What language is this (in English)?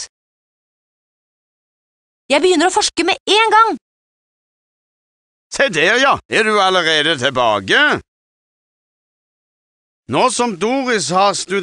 Norwegian